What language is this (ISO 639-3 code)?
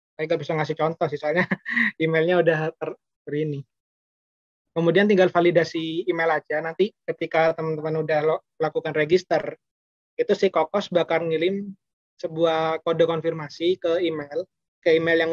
ind